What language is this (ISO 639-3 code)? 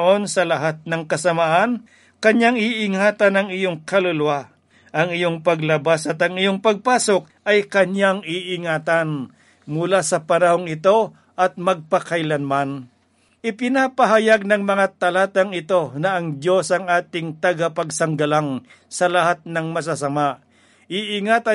fil